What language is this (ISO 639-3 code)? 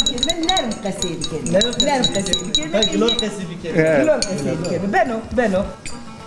zza